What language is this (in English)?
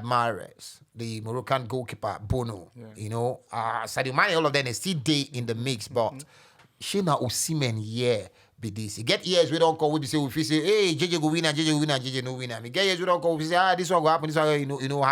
Nigerian Pidgin